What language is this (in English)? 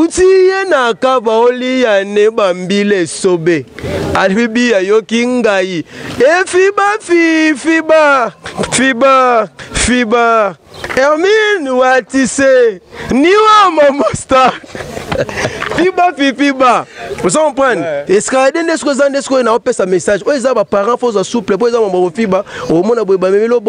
Lingala